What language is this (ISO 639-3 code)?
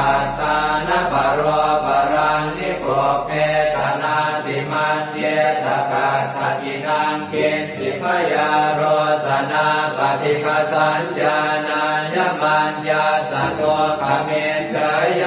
pli